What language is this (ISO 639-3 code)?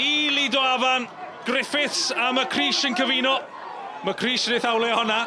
cym